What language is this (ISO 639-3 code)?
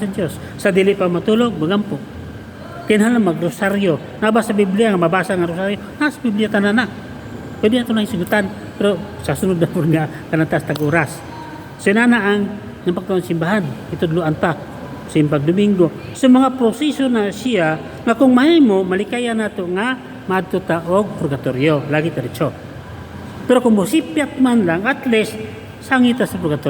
ceb